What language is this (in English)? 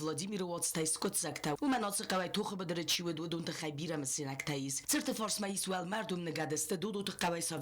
Ossetic